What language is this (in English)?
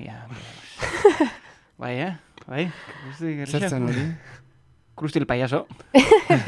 Basque